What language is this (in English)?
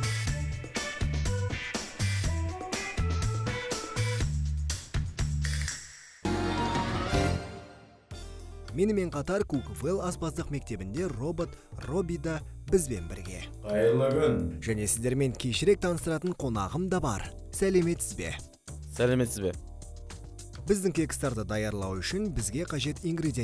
Kazakh